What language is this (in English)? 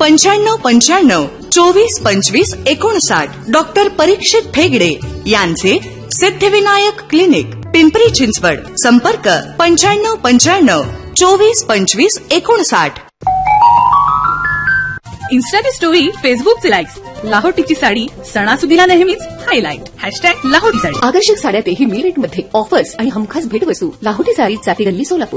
Marathi